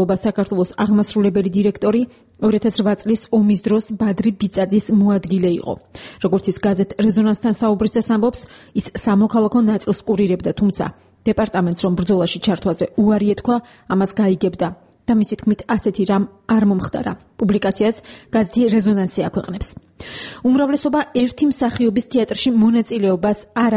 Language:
Georgian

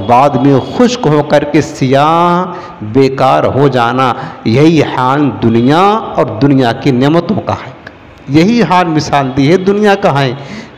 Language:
Urdu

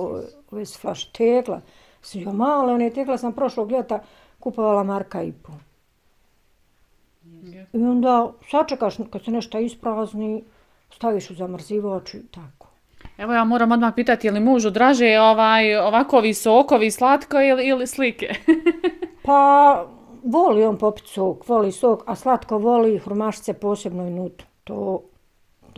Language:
Bosnian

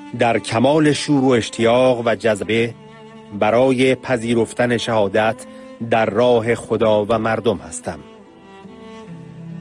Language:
Persian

